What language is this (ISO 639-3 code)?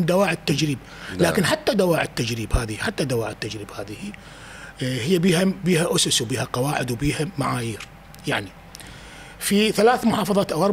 acm